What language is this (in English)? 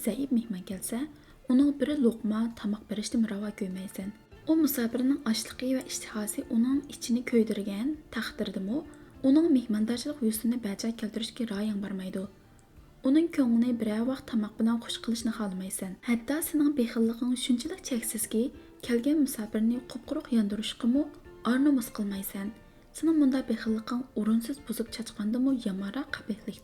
Uyghur